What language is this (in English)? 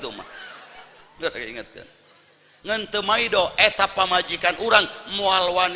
Sundanese